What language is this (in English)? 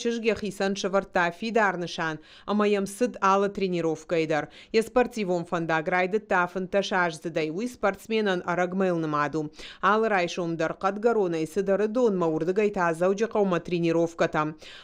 Ossetic